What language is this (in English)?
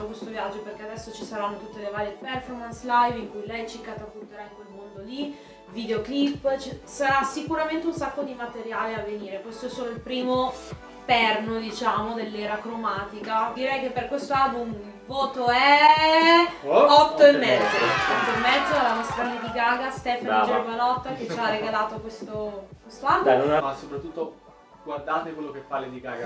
Italian